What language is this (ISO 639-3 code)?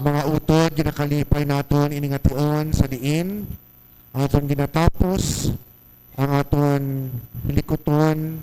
hil